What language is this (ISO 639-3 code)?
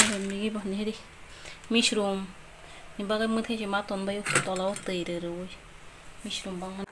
trp